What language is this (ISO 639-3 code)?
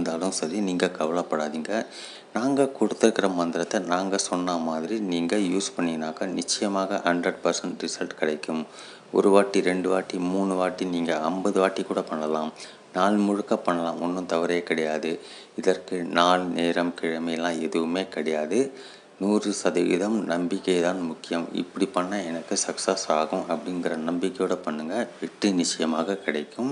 tam